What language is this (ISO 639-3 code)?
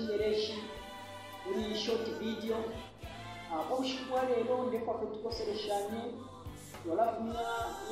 bem